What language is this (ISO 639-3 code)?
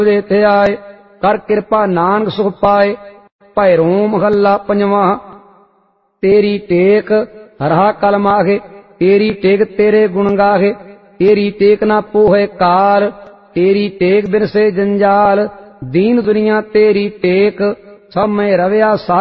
pan